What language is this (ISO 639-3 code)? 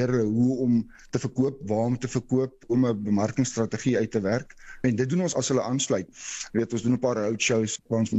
afr